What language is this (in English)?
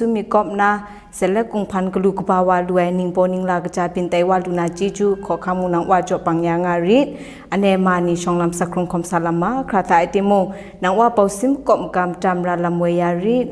Kachin